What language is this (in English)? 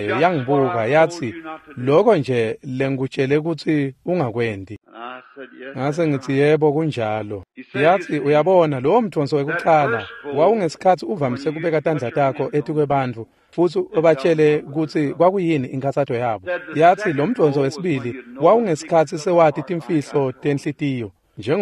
Swati